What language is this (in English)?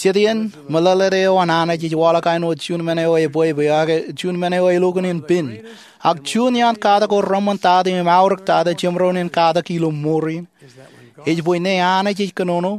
Marshallese